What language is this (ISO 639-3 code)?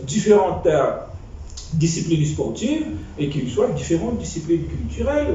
mfe